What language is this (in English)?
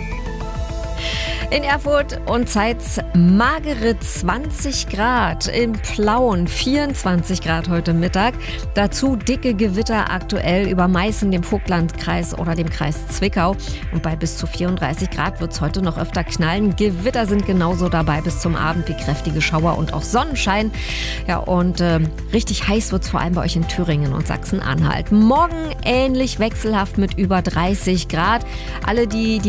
German